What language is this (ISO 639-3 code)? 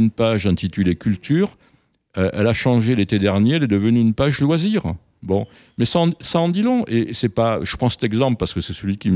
fra